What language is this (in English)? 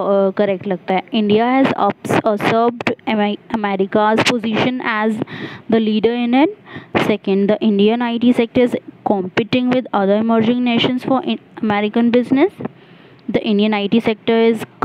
Hindi